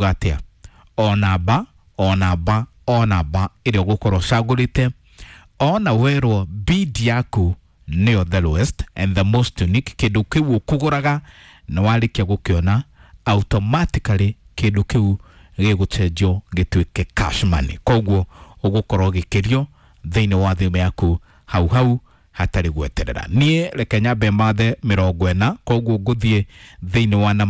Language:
Kikuyu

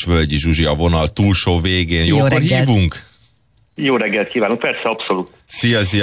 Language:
Hungarian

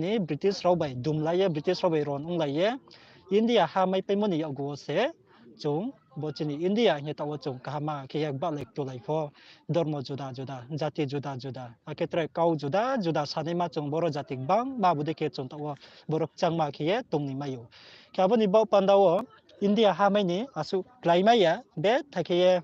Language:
Riang (India)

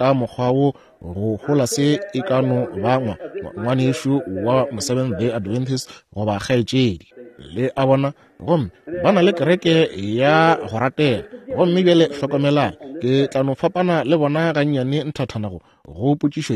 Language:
Northern Sotho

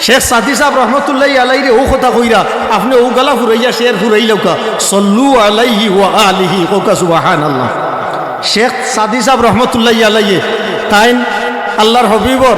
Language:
Sylheti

